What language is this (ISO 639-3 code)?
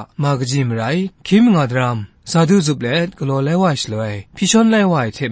kac